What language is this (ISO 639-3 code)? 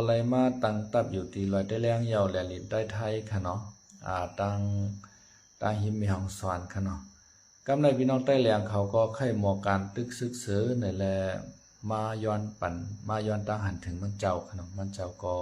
shn